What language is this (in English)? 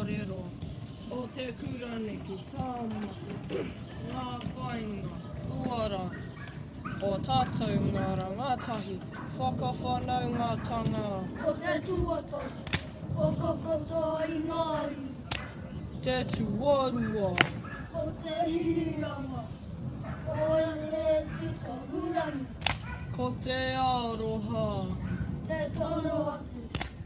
Māori